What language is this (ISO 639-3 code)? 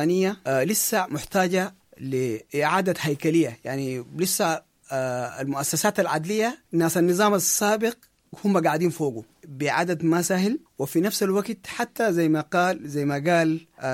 apd